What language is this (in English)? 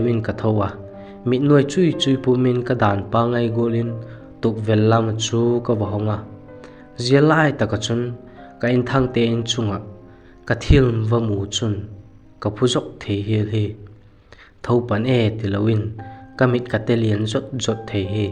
Vaiphei